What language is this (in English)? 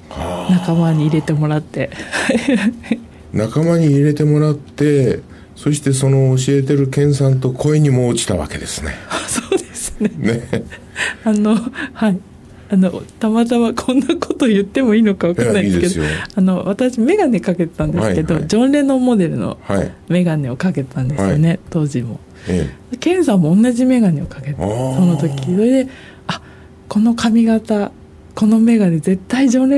Japanese